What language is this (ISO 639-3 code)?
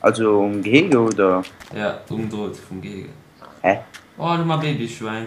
ltz